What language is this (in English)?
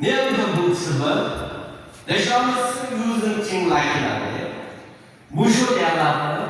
Yimchungru Naga